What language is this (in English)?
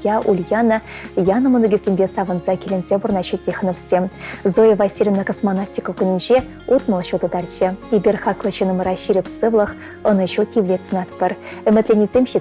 Chuvash